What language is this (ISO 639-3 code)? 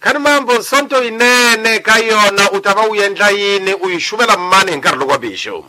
tso